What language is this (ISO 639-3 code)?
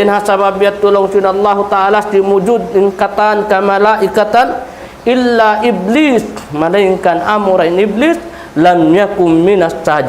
tsg